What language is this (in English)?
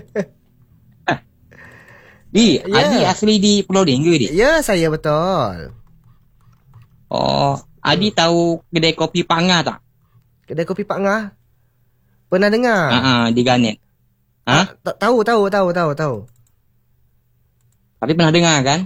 Malay